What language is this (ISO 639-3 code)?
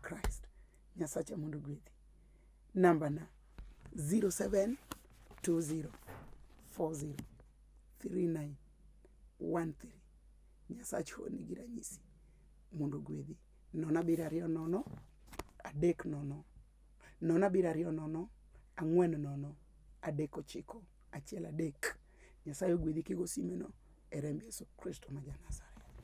luo